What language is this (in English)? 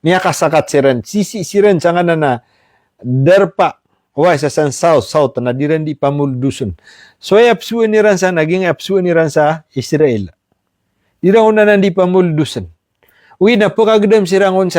Maranao